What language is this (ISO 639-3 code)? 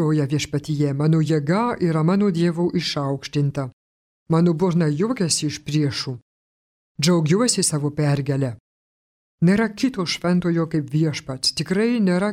lit